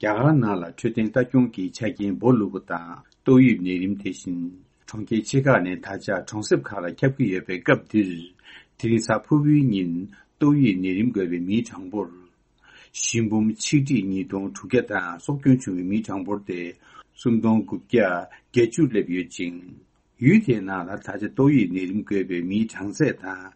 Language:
Tibetan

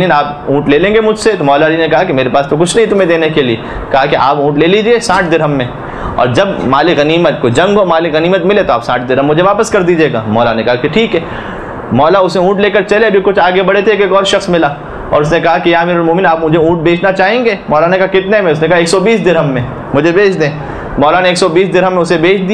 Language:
Hindi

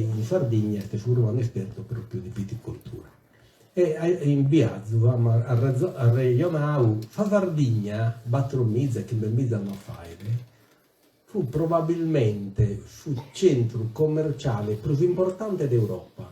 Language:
Sardinian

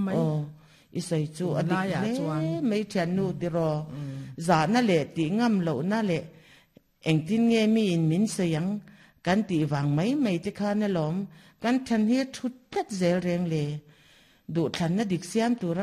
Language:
Mizo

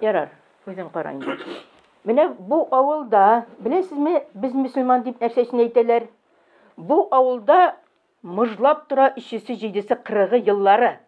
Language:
Tatar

